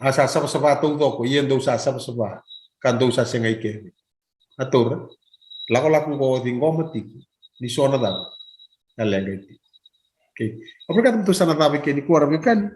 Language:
Fijian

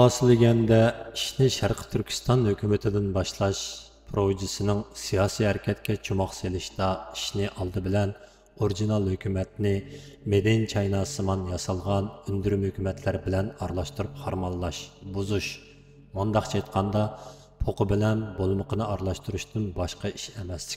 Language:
Uyghur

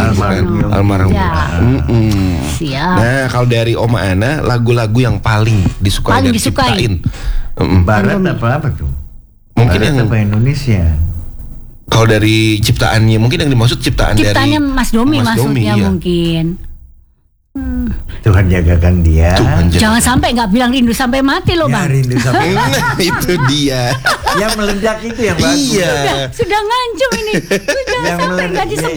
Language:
Indonesian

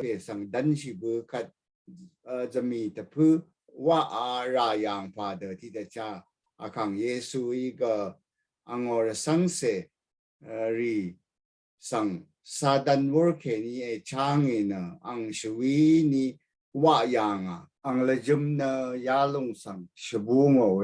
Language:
Rawang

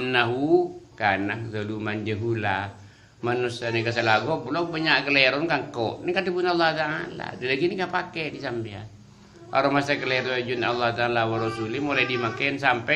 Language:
Madurese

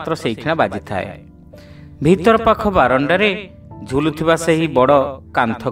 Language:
Odia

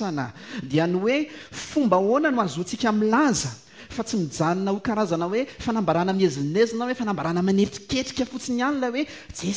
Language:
Malagasy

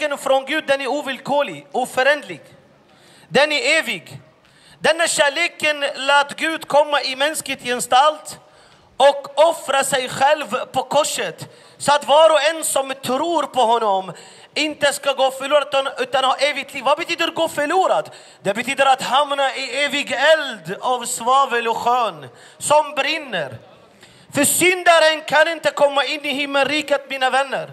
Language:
Swedish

